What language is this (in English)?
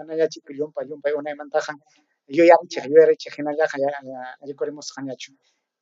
Ayacucho Quechua